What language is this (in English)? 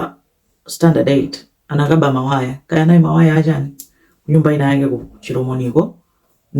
Nyanja